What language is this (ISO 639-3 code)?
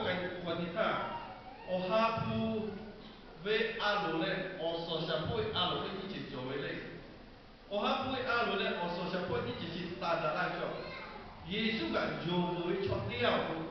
lhu